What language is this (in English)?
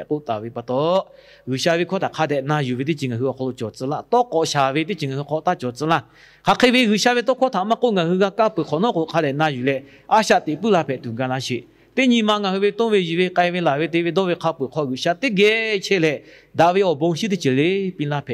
Lahu